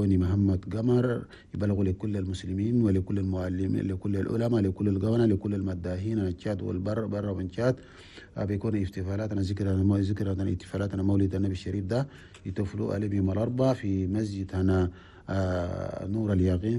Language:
Chadian Arabic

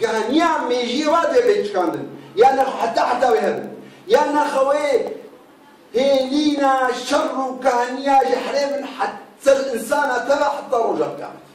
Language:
Kurdish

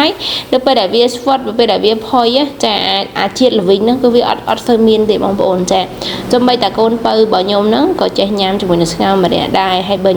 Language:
Khmer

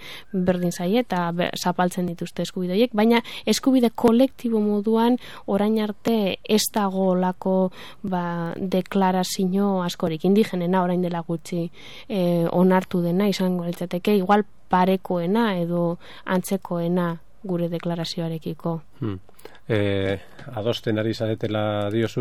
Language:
Basque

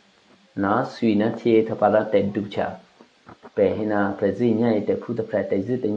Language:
Eastern Kayah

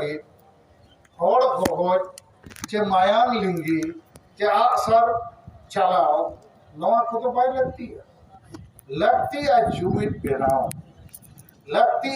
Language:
Santali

